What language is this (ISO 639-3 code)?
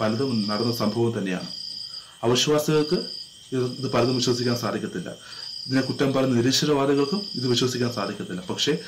mal